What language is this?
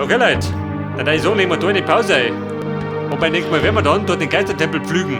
Bavarian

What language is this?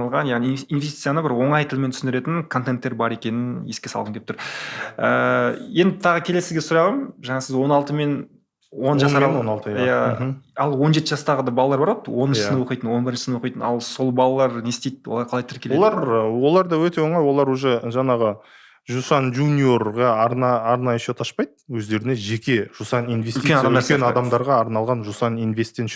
Kazakh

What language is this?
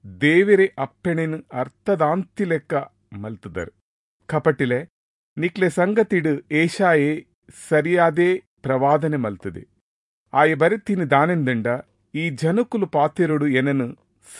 Tulu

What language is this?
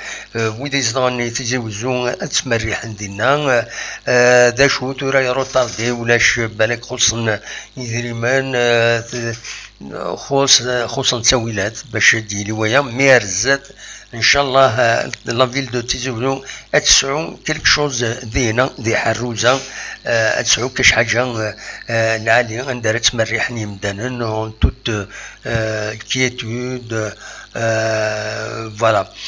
Kabyle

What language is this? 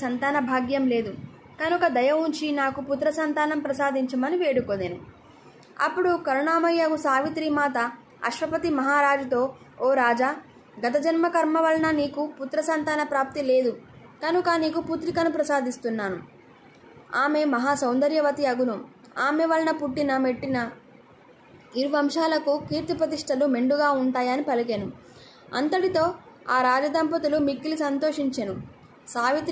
Telugu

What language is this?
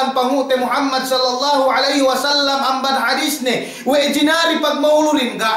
Yakan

